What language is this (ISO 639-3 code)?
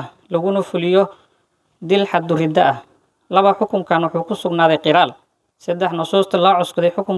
som